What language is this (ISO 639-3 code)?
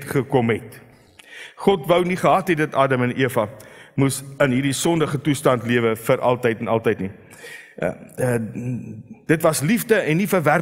afr